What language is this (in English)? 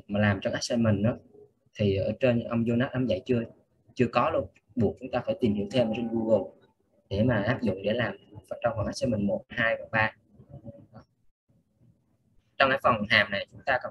Vietnamese